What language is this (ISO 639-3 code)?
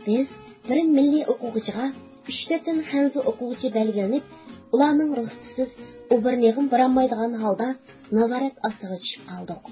uig